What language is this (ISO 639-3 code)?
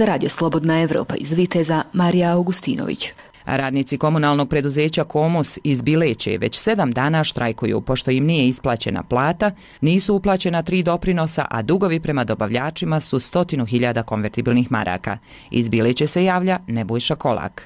bos